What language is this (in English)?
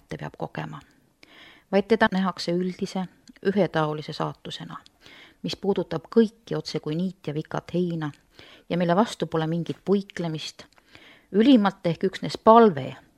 Estonian